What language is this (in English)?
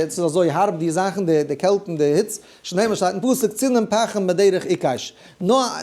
Yiddish